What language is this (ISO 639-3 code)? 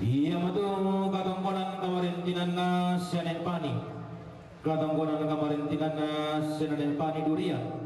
sda